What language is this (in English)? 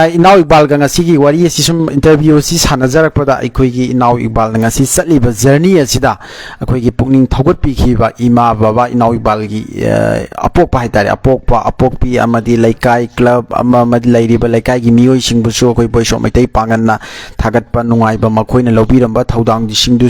Manipuri